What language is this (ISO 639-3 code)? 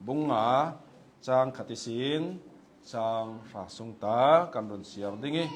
cnh